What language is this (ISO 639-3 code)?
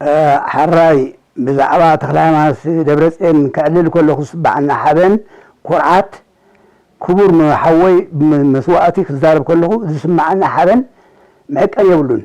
tir